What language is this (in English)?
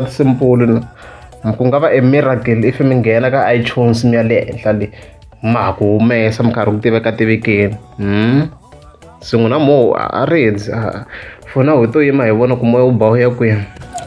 Tsonga